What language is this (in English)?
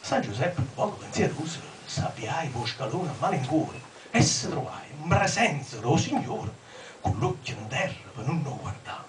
Neapolitan